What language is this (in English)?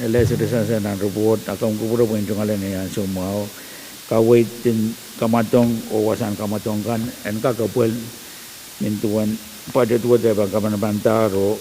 Pohnpeian